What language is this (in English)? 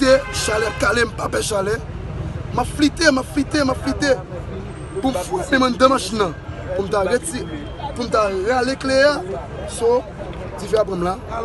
Haitian Creole